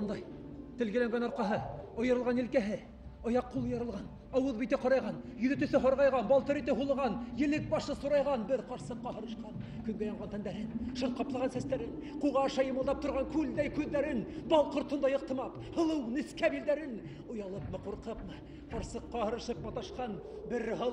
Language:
Bashkir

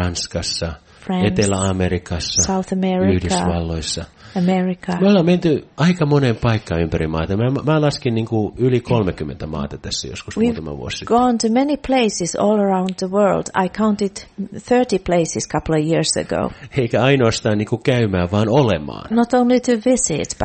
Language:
Finnish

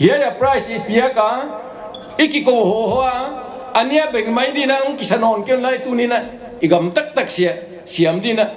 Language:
Paite Chin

